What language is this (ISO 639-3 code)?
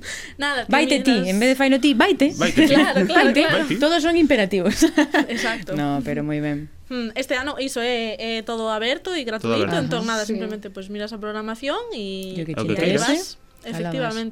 glg